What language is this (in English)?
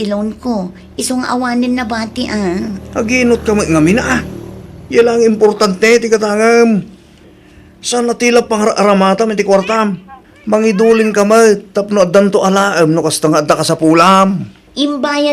Iloko